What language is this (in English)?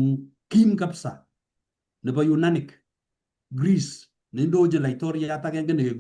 Kalenjin